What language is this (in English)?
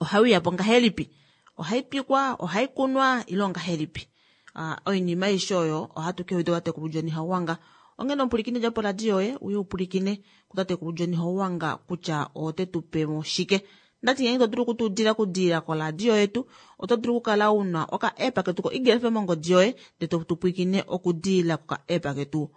Kuanyama